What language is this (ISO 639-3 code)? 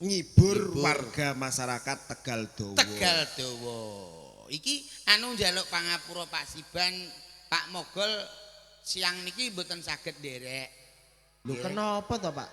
jav